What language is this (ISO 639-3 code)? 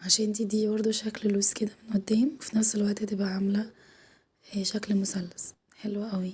arz